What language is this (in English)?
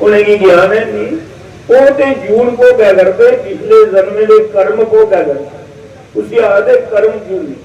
Dogri